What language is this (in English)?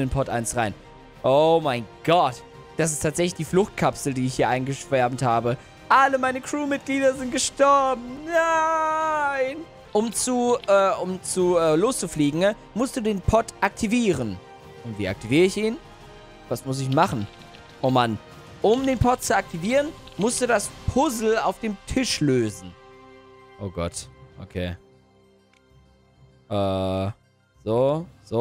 German